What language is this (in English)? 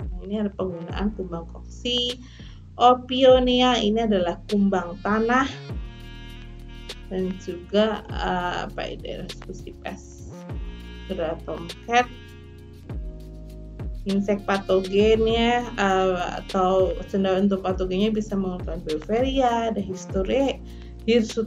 Indonesian